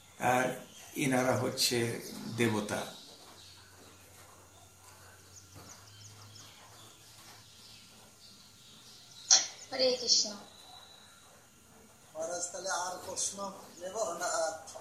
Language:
Bangla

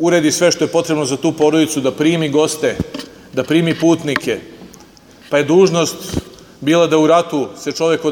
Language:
Serbian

